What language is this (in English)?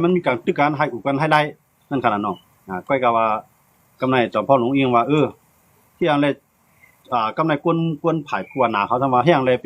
Shan